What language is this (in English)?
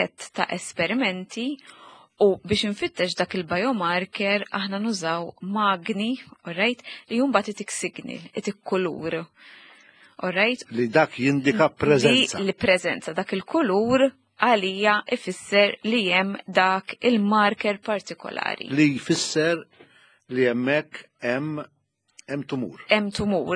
Maltese